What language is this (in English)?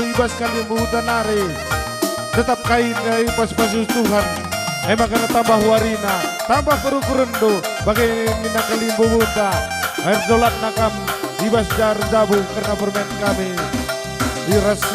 Batak Karo